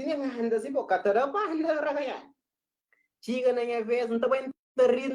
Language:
Kabuverdianu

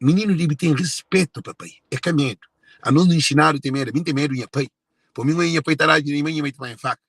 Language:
Kabuverdianu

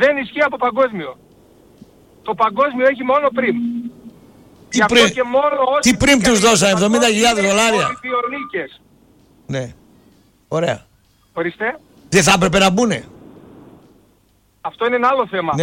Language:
Greek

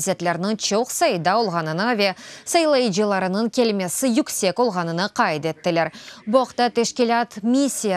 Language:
Crimean Tatar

